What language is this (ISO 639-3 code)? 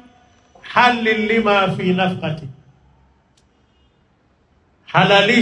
swa